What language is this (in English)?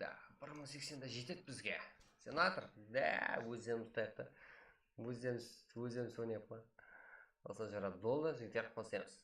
Kara-Kalpak